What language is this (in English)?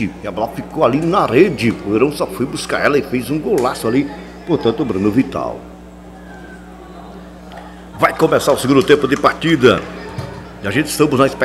Portuguese